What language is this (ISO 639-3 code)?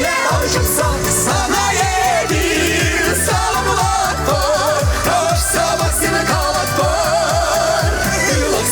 chv